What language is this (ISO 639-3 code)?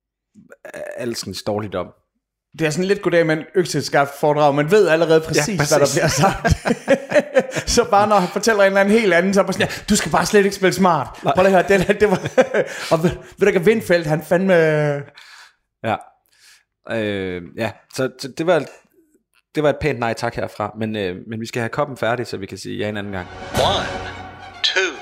dan